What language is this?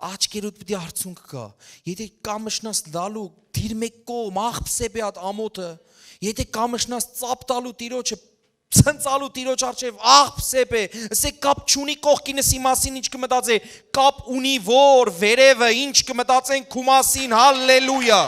Western Armenian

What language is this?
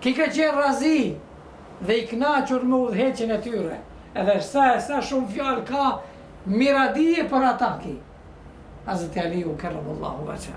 Albanian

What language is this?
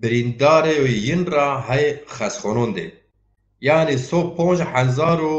Zaza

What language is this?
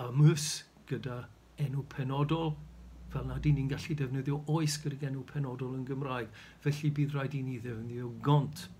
Welsh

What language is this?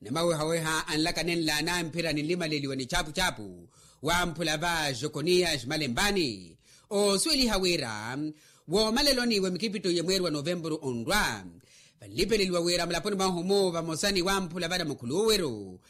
Makhuwa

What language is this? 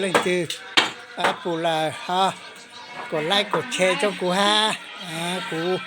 Hmong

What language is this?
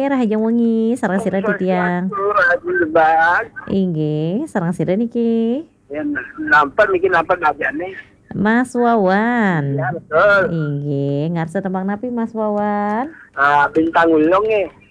Balinese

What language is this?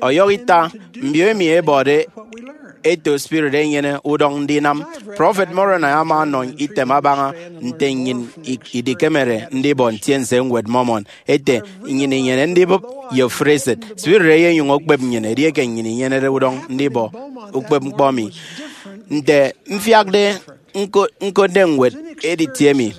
Efik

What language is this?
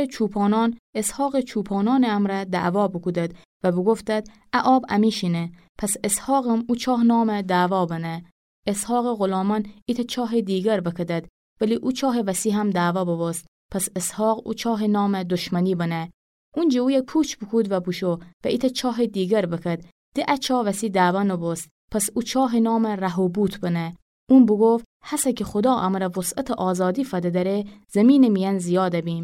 Gilaki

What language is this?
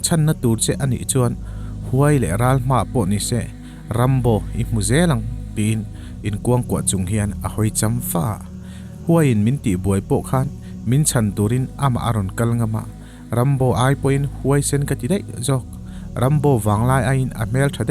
Mizo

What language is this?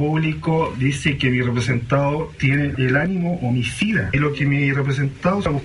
Spanish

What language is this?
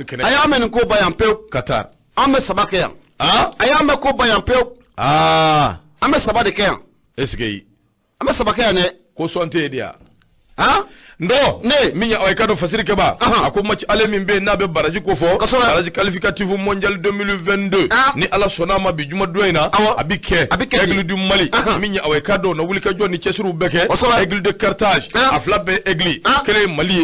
Bambara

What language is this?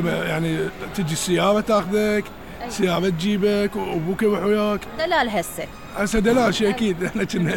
Mesopotamian Arabic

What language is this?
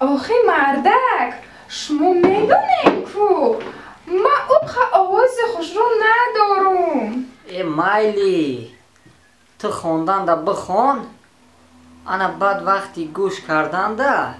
Tajik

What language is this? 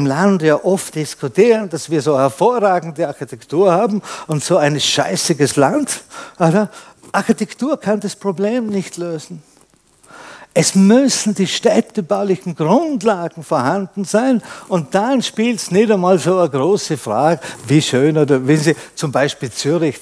German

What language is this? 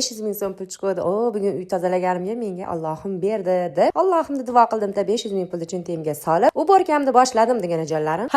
Uzbek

